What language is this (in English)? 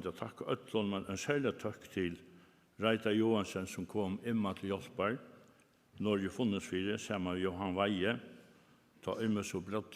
Faroese